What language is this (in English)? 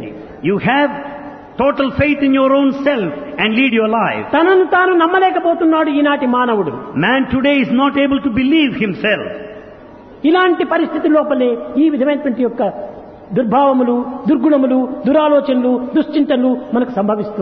Telugu